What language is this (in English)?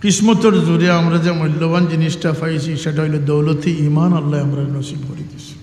Sylheti